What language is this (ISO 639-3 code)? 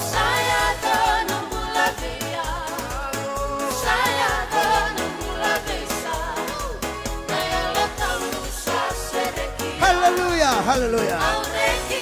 fij